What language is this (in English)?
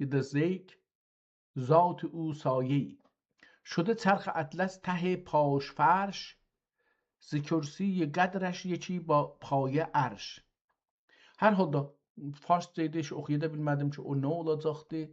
South Azerbaijani